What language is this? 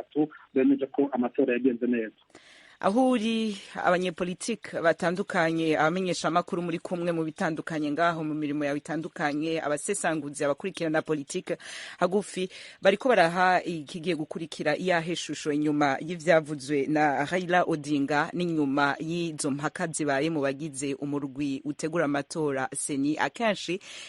Rundi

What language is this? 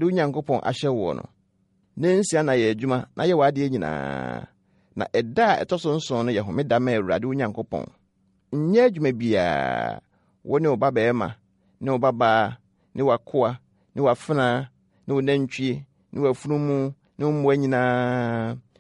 Akan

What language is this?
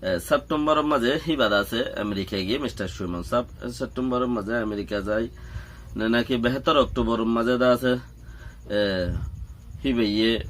Rohingya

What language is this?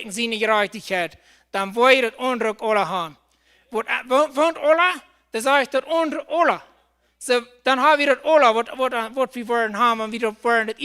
Plautdietsch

